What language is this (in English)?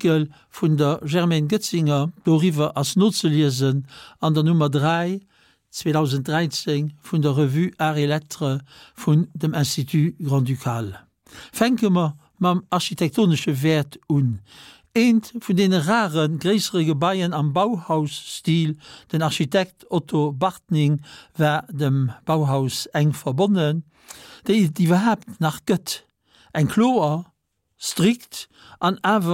Luxembourgish